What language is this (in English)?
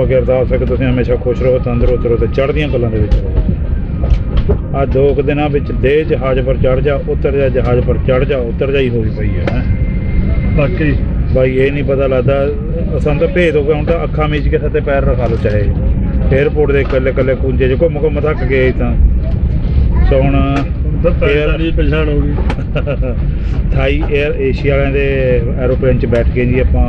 Punjabi